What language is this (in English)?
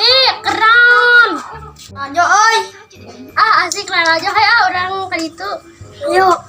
Sundanese